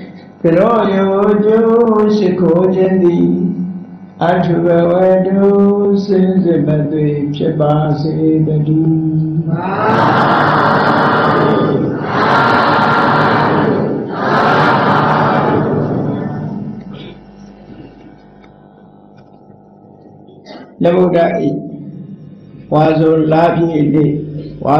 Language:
Burmese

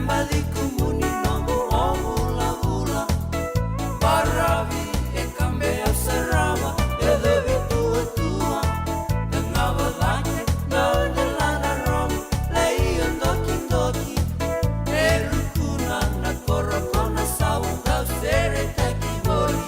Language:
Fijian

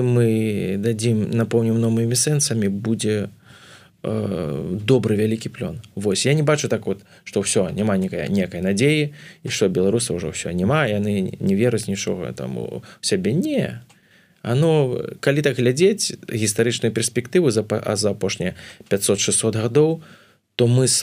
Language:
Belarusian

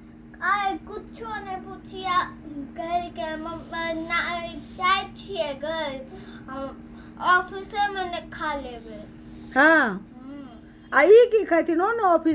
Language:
Maithili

